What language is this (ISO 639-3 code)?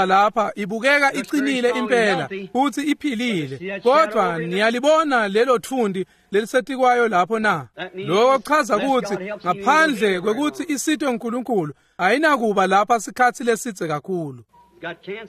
ssw